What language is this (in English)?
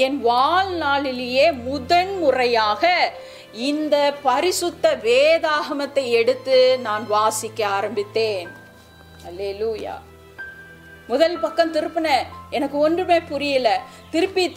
Tamil